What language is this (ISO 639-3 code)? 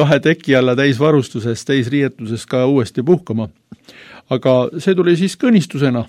est